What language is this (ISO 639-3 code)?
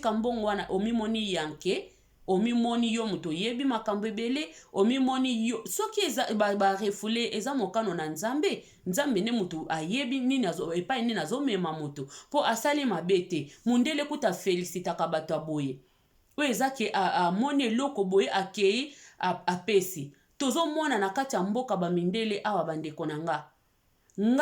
lin